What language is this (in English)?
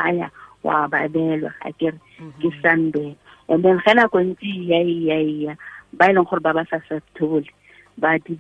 Tswana